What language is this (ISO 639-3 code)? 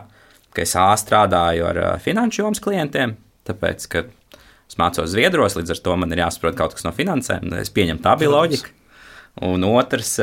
lav